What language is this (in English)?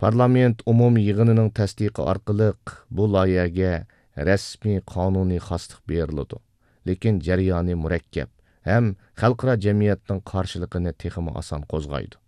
Uyghur